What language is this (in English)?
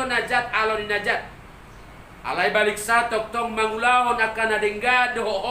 Batak Toba